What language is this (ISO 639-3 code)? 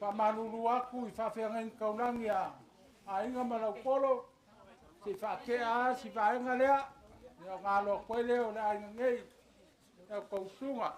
smo